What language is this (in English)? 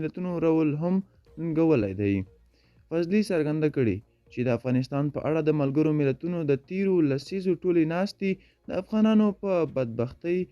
Pashto